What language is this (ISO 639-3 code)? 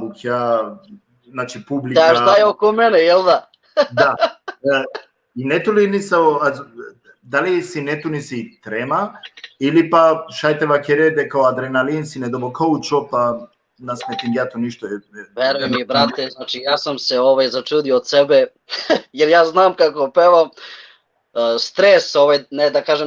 rmn